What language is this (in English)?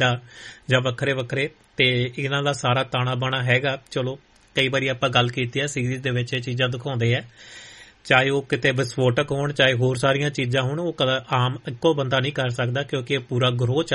Punjabi